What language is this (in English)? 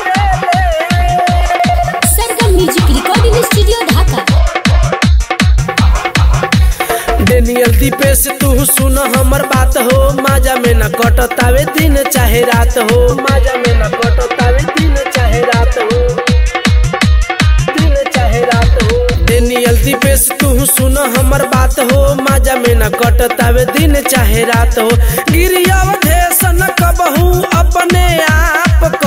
Bhojpuri